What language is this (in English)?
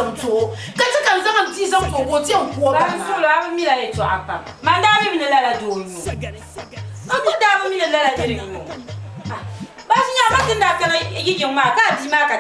Dagbani